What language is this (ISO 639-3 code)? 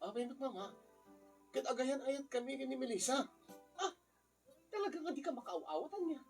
ilo